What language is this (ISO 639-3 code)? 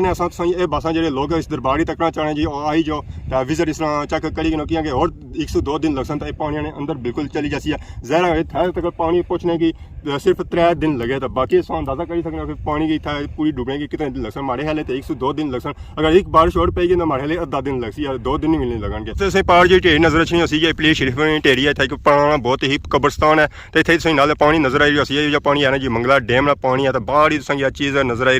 phr